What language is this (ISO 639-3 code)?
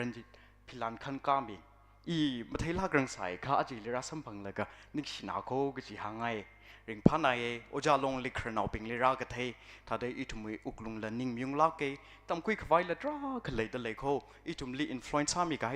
nmf